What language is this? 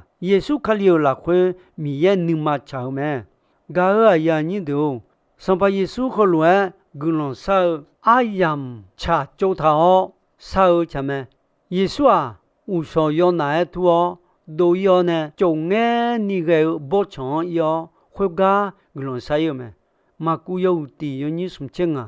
Akha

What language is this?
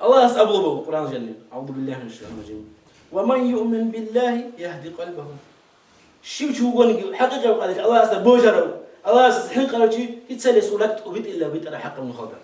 Avaric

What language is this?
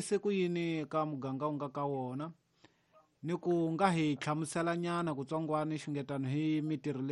Tsonga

